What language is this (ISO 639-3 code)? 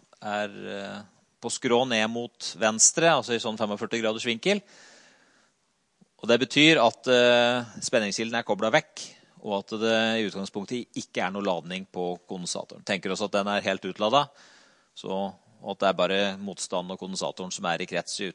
nor